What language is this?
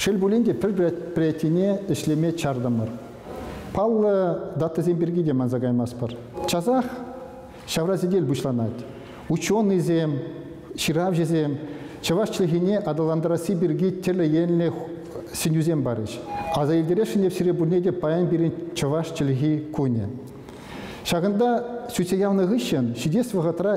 Chuvash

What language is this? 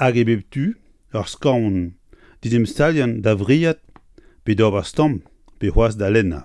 Breton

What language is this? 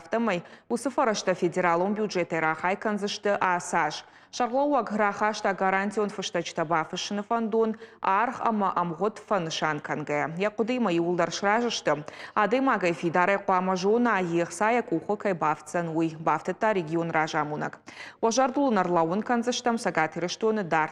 Ossetic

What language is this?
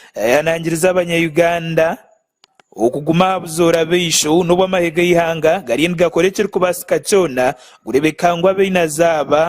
Nyankole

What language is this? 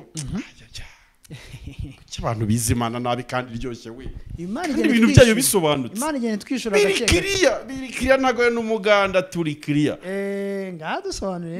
Kinyarwanda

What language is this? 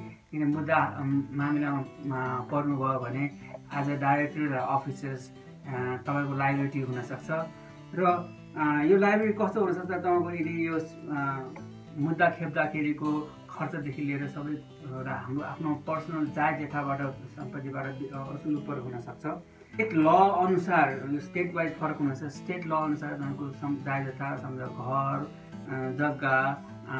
Nepali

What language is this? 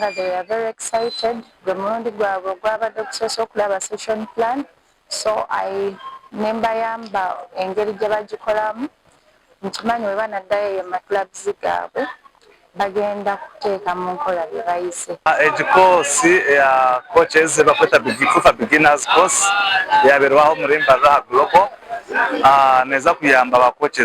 Nyankole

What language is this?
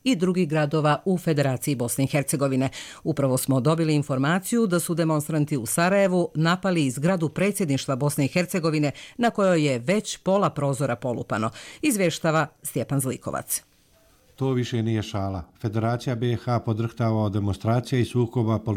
Croatian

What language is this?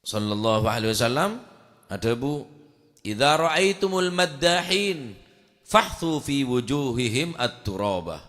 Madurese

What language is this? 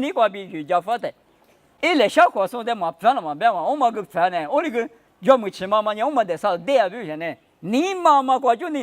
Lisu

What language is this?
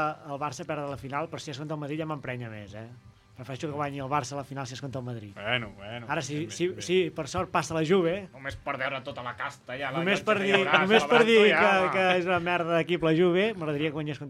Catalan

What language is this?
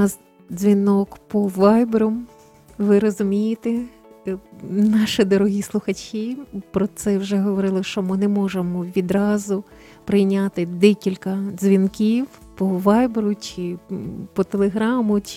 Ukrainian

